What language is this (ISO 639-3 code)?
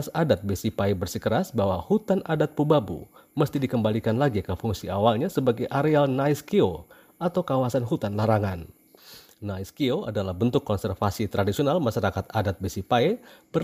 ind